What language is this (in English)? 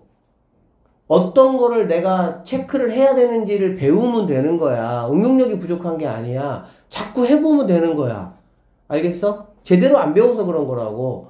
Korean